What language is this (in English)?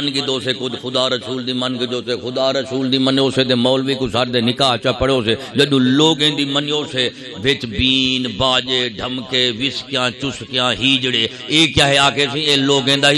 Saraiki